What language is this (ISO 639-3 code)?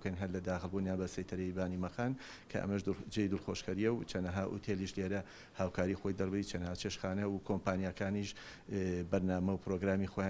ckb